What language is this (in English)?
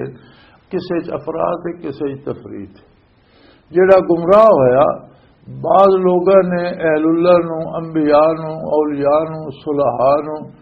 Western Panjabi